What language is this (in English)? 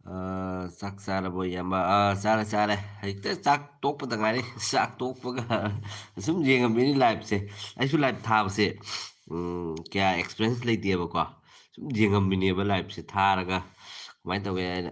Manipuri